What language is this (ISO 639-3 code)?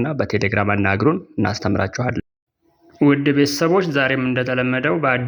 amh